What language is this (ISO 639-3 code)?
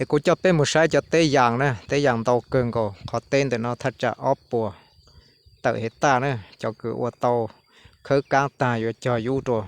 hmn